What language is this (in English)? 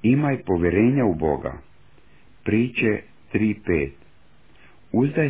Croatian